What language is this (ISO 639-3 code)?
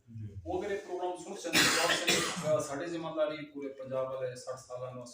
skr